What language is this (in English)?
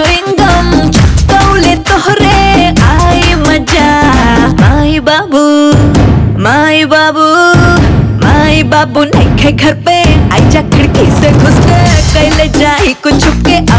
Bhojpuri